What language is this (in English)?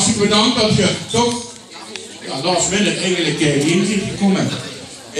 Limburgish